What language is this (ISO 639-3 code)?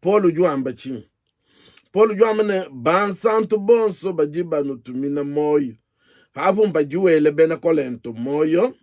lua